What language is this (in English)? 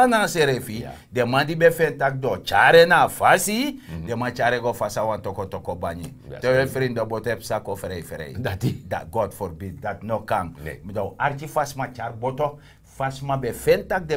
Sranan Tongo